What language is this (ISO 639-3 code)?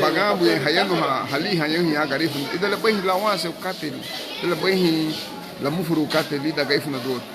cab